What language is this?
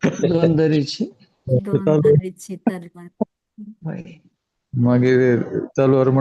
Konkani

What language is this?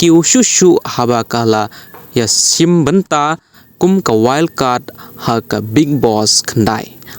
Khasi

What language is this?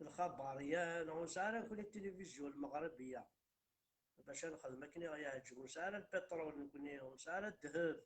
Kabyle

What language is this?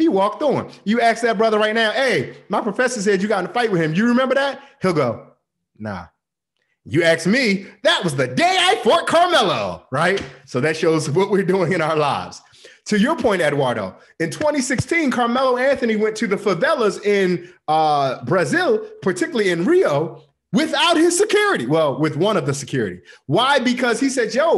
English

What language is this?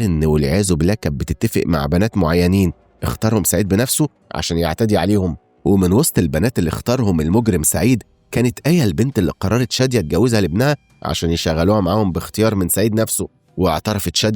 Egyptian Arabic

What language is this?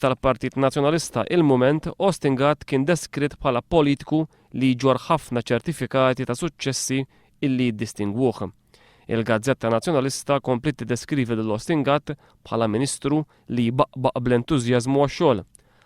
Maltese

